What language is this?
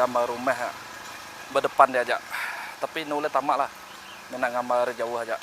Iban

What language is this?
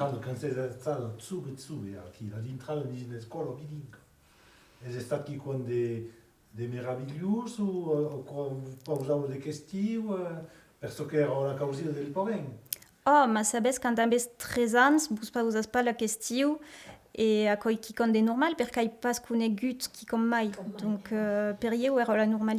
Occitan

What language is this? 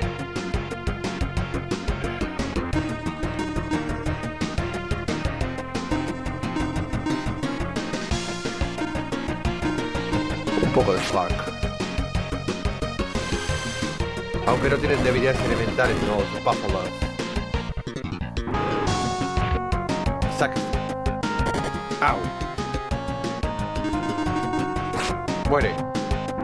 Spanish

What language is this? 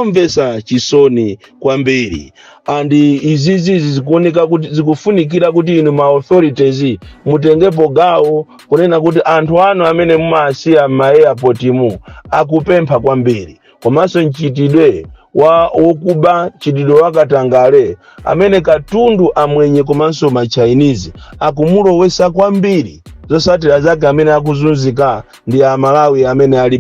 Nyanja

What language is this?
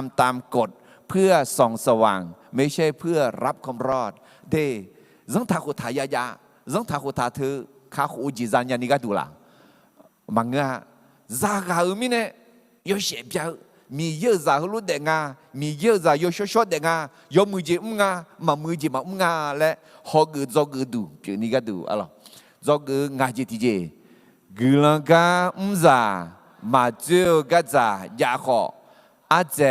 Akha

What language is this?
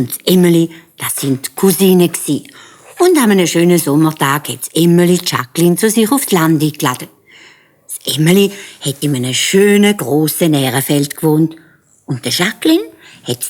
Swiss German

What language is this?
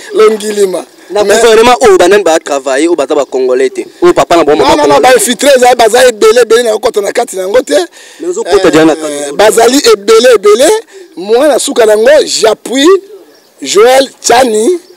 Lingala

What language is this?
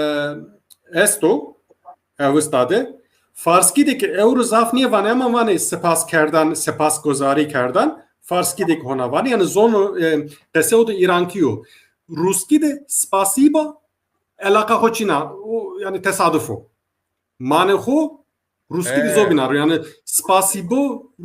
Zaza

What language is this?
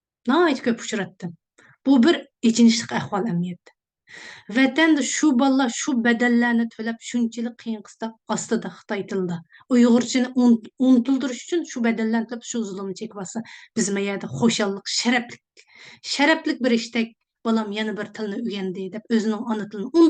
Uyghur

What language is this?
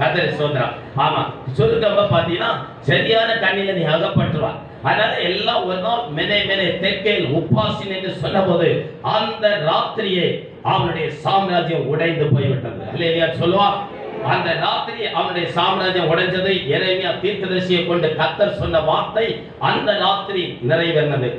Tamil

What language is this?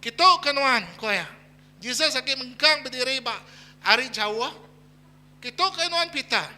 Iban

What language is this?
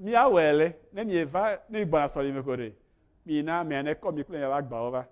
Ewe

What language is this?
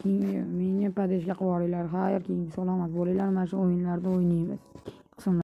Uzbek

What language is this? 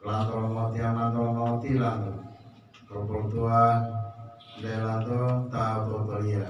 Gorontalo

